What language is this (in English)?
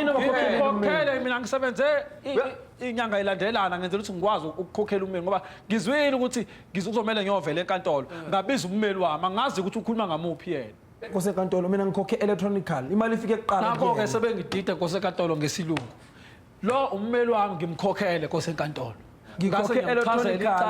Zulu